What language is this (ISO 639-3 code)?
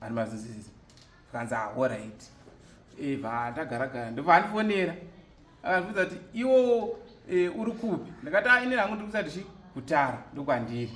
sna